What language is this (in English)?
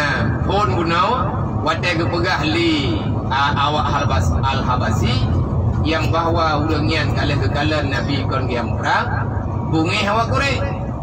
Achinese